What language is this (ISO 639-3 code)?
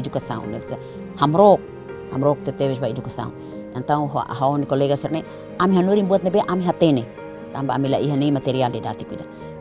tet